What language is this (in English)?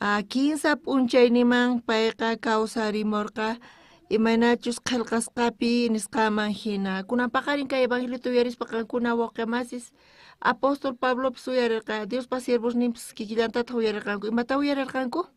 South Bolivian Quechua